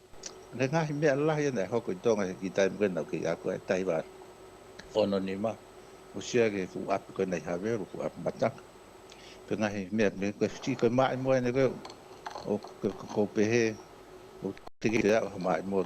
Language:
Tongan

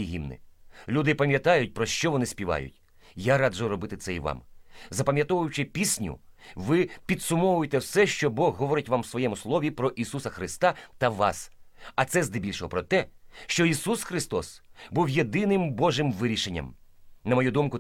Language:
Ukrainian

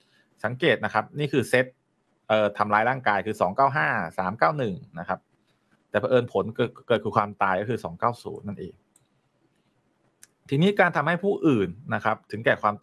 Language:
Thai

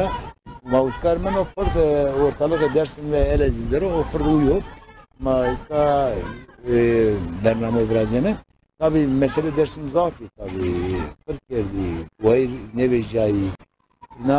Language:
Zaza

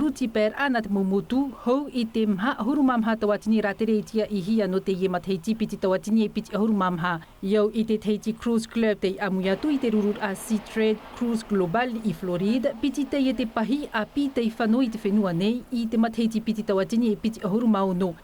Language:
Tahitian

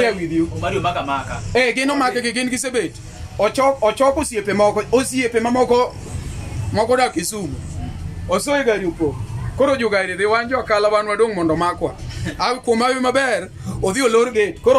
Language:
Luo (Kenya and Tanzania)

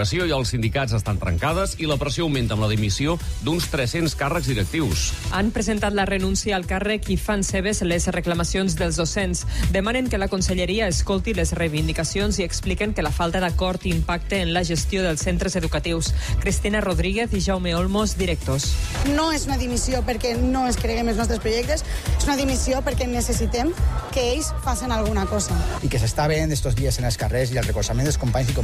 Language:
Catalan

